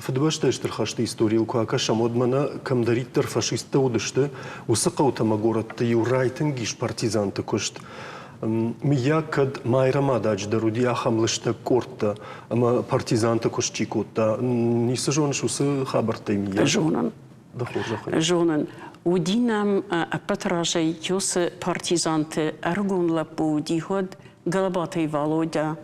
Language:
Ossetic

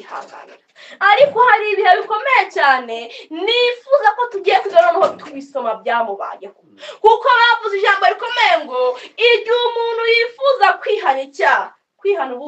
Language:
Kinyarwanda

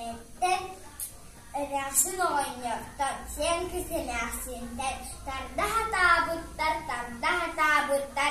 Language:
Yakut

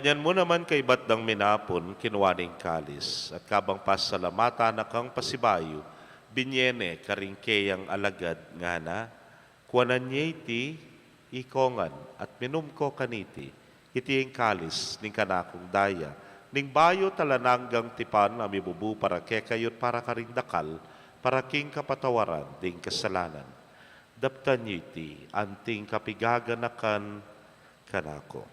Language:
Pampanga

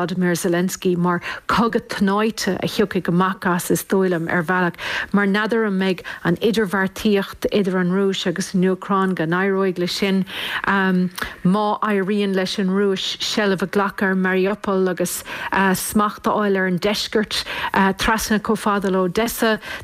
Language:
Irish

